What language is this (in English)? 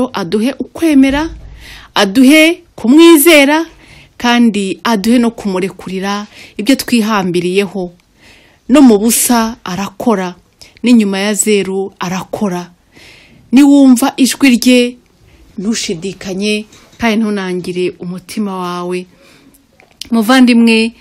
Kinyarwanda